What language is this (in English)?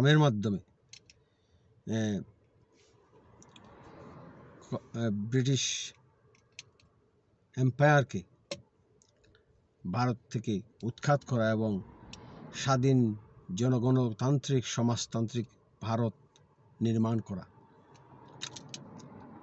Bangla